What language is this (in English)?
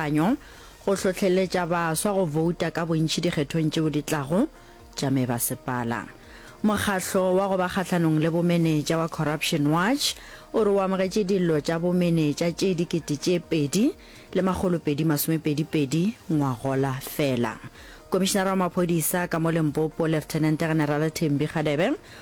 Northern Sotho